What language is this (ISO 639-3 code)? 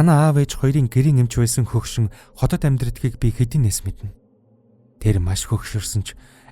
mon